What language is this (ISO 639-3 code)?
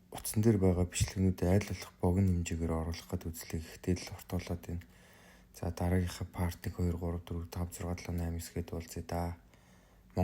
mon